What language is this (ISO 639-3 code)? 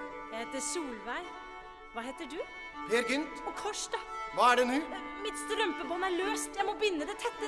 nor